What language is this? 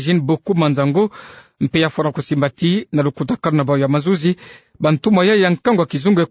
Kituba (Democratic Republic of Congo)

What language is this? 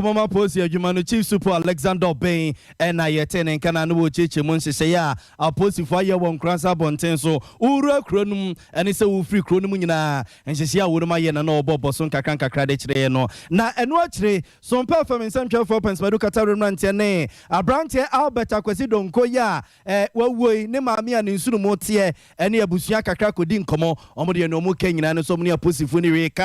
Akan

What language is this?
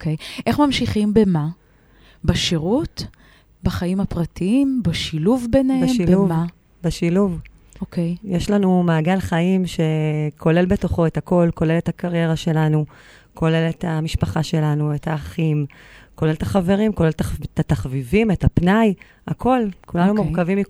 Hebrew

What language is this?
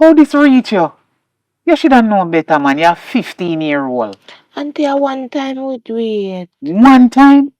Jamaican Creole English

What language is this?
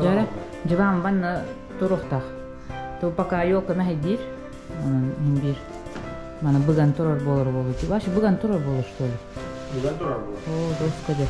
Yakut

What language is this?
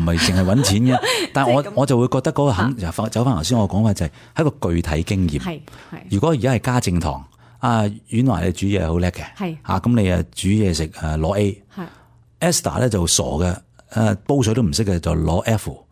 Cantonese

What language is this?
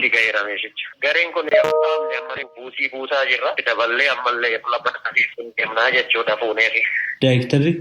Oromo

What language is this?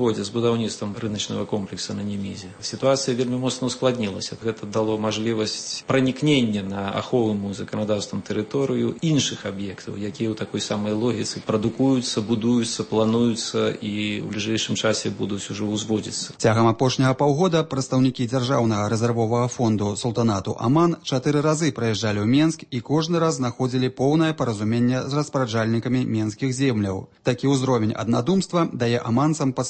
Belarusian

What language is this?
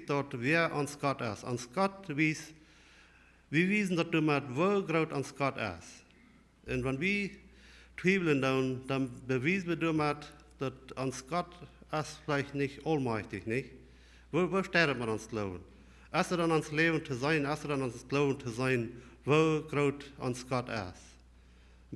Plautdietsch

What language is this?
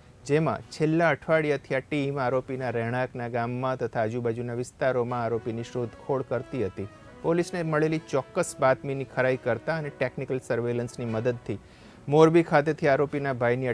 Gujarati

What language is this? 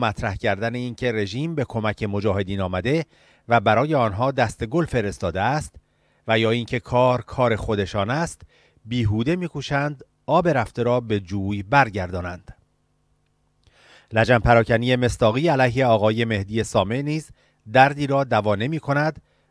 Persian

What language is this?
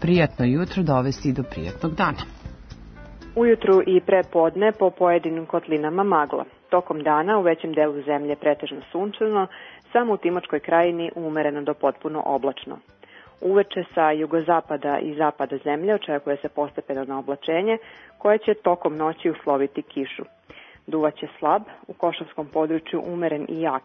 Serbian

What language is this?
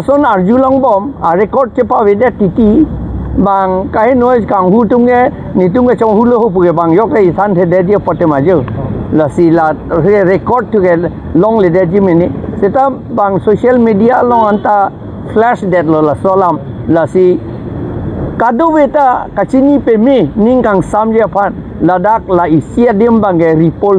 Karbi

